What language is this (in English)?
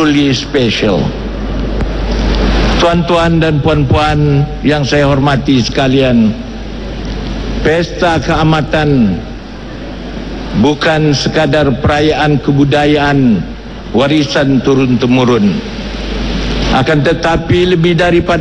Malay